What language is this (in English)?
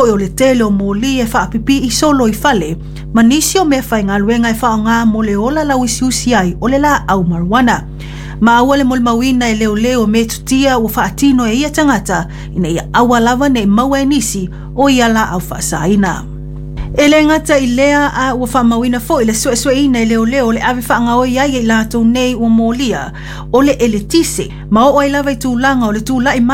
Samoan